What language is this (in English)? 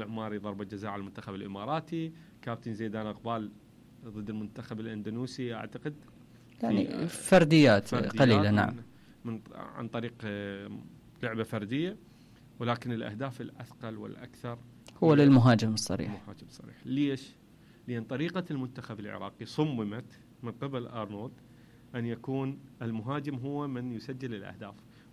Mesopotamian Arabic